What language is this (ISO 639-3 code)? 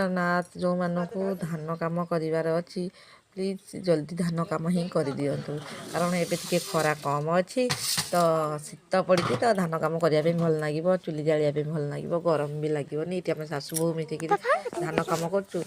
ori